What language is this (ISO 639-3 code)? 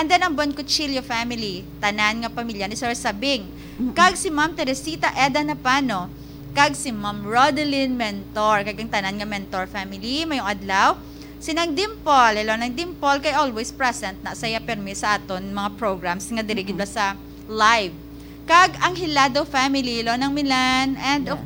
hil